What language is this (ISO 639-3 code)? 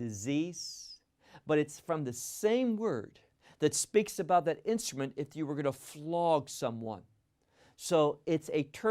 eng